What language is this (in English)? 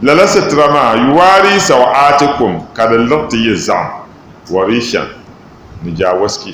Dagbani